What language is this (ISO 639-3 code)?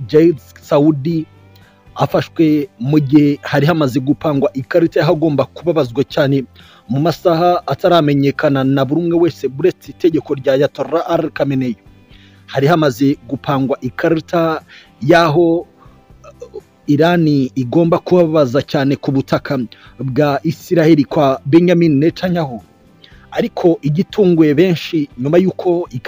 kin